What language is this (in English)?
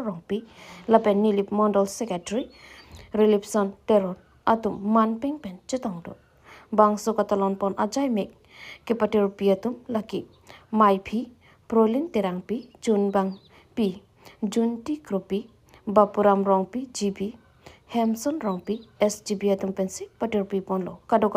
Karbi